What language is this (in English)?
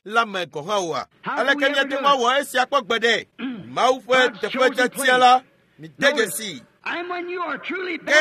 Ewe